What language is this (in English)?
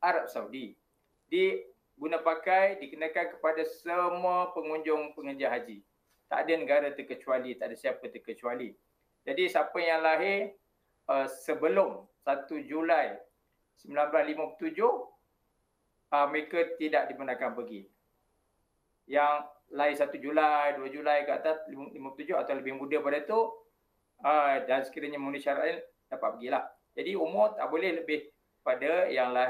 Malay